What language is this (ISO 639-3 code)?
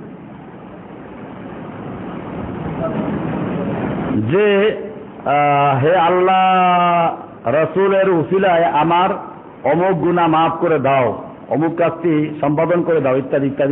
ben